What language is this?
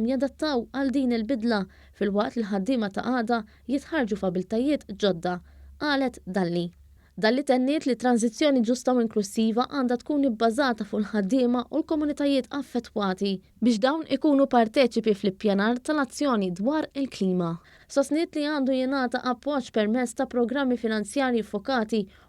Maltese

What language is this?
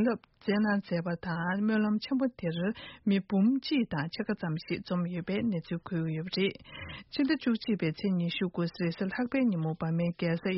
Tibetan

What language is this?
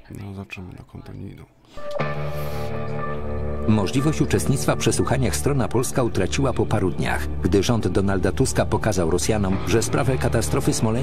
Polish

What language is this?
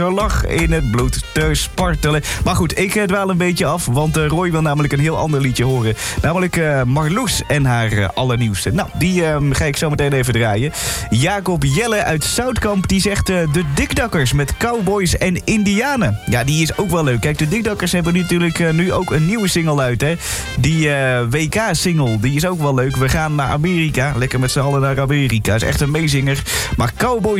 Dutch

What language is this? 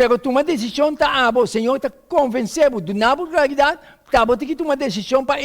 Papiamento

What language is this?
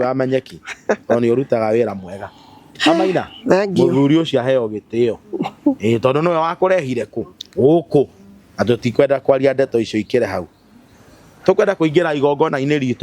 Kikuyu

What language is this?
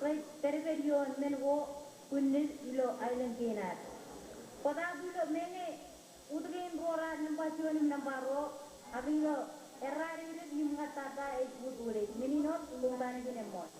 Marshallese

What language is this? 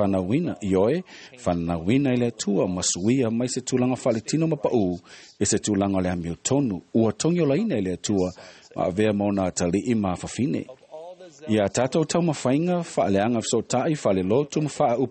Samoan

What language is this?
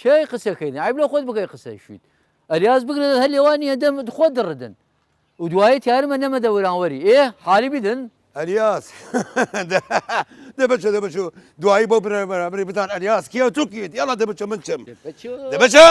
Southern Kurdish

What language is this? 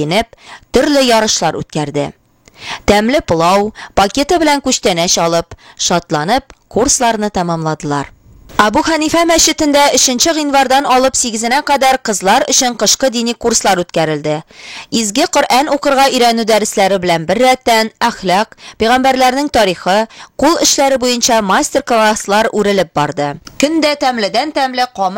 Tatar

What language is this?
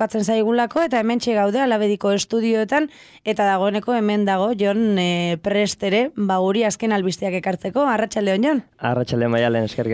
Basque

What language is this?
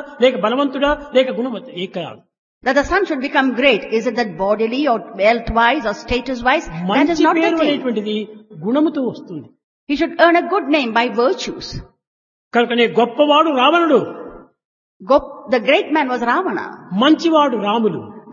Telugu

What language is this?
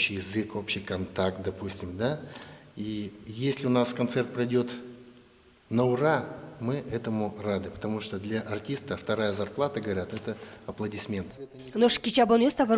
Udmurt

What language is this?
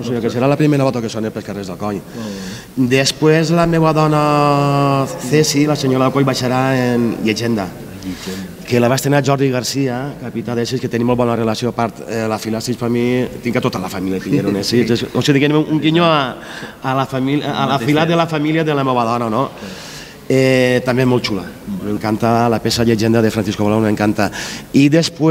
Catalan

